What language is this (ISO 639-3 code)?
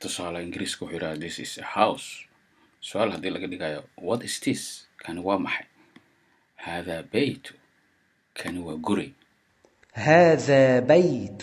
som